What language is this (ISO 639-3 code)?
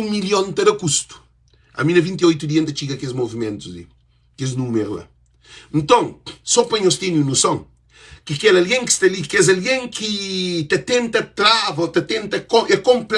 kea